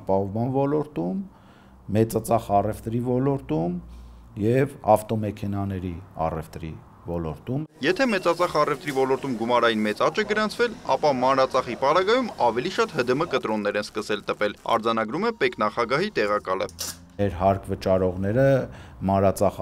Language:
Armenian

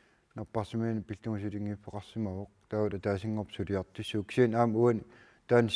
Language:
Kalaallisut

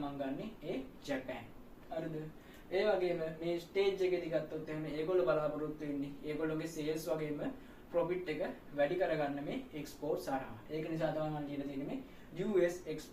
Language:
Sinhala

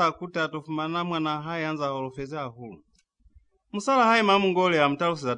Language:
Lozi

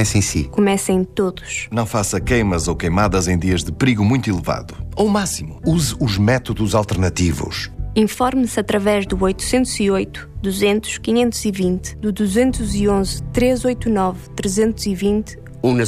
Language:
Portuguese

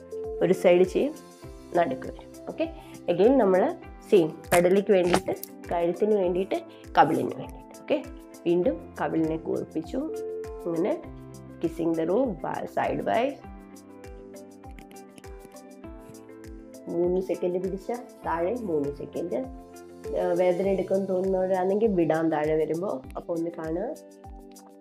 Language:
Malayalam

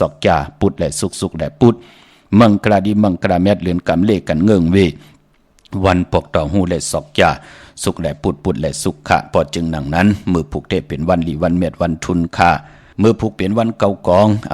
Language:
Shan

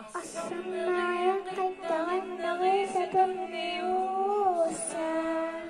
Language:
Kalaallisut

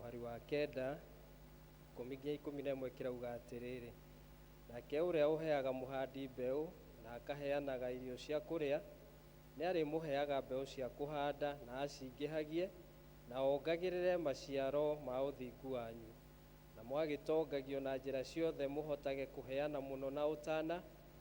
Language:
Kikuyu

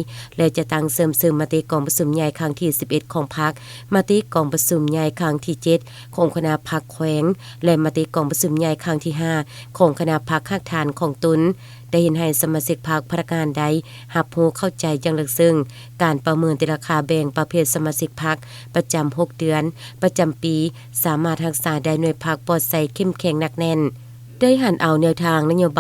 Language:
Lao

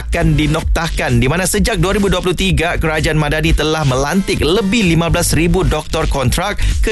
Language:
Malay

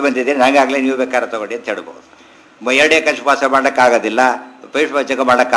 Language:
Kannada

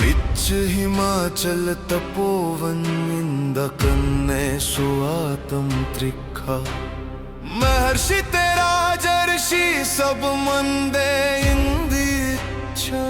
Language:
Dogri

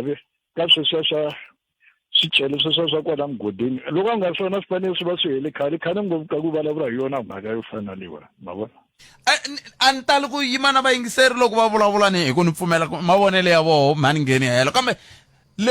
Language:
Tsonga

